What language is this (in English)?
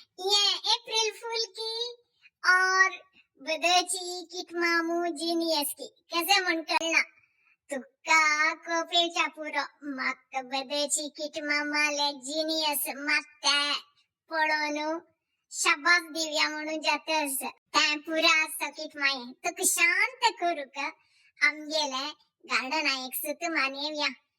Konkani